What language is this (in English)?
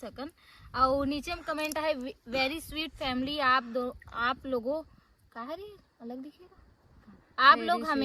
Chhattisgarhi